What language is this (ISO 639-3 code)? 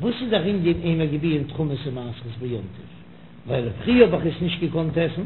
yid